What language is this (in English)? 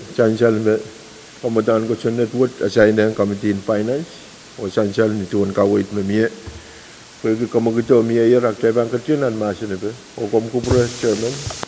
Pohnpeian